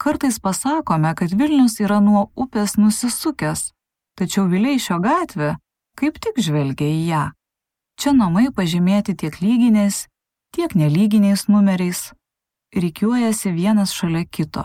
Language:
Lithuanian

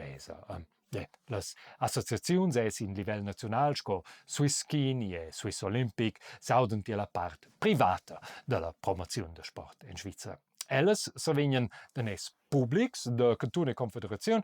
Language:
Romansh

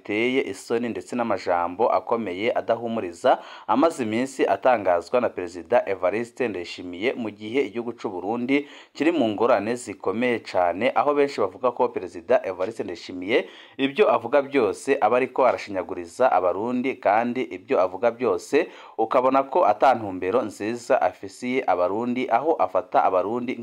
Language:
Rundi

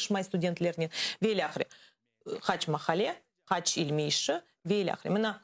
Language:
Crimean Tatar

